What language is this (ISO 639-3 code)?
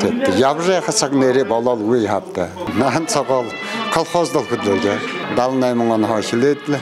bua